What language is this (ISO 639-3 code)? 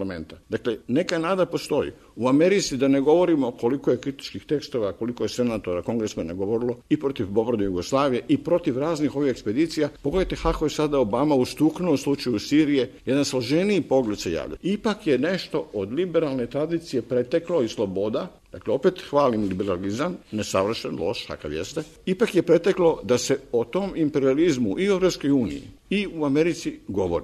srp